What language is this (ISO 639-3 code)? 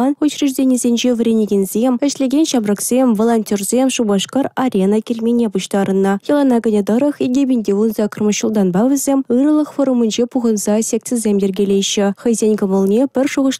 chv